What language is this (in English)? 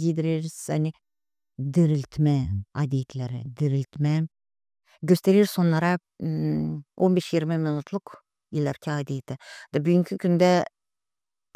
Gagauz